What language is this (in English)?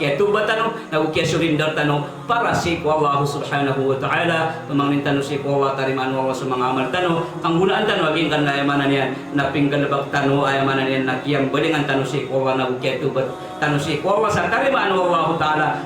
Maranao